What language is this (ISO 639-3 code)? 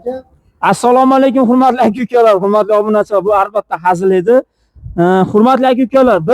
uzb